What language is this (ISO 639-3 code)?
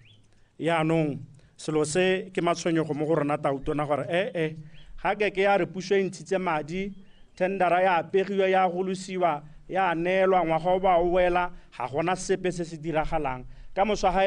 tsn